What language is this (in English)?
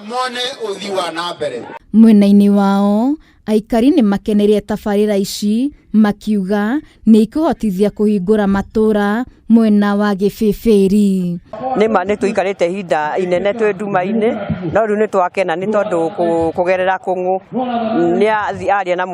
Kikuyu